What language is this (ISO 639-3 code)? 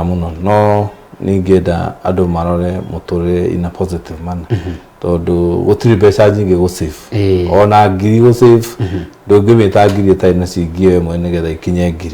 kik